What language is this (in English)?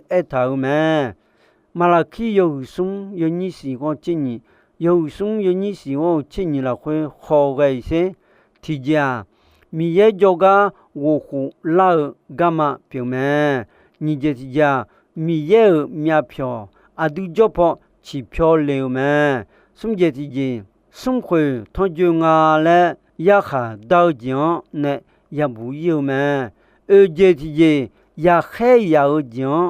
Akha